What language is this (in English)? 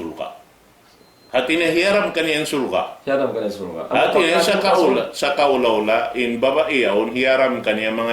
Tausug